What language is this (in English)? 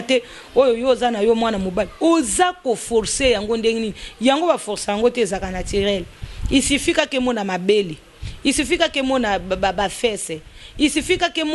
Lingala